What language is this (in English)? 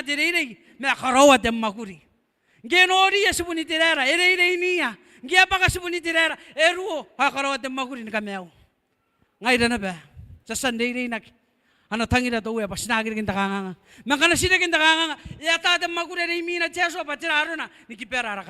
Gilbertese